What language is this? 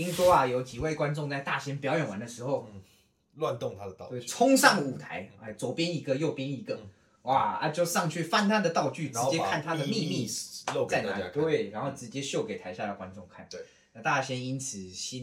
Chinese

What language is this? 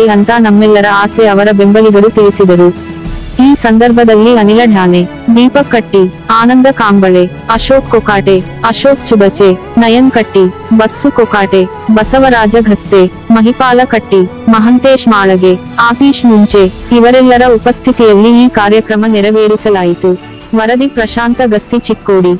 Kannada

